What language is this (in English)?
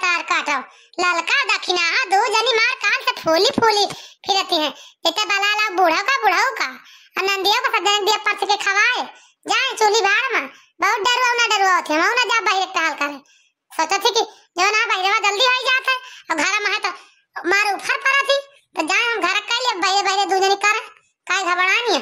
Awadhi